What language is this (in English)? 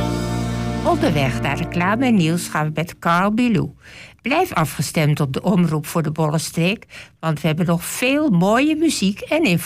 Dutch